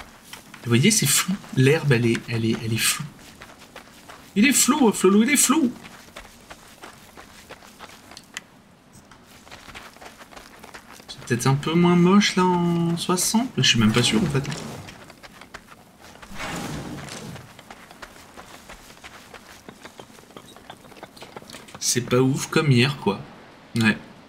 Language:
French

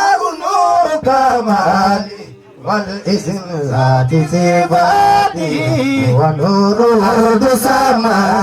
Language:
Fula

